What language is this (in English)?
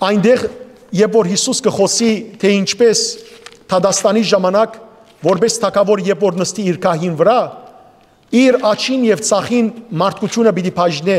Western Armenian